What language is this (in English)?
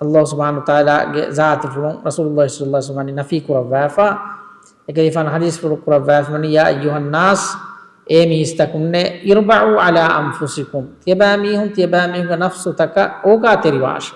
Divehi